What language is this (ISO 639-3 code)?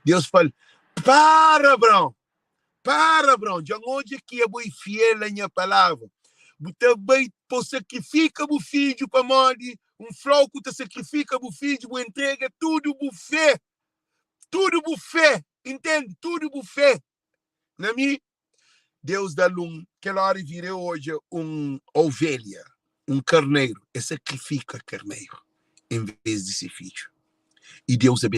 kea